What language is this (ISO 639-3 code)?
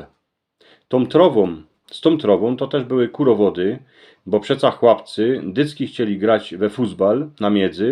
szl